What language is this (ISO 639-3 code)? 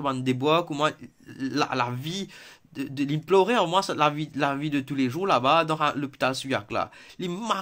mfe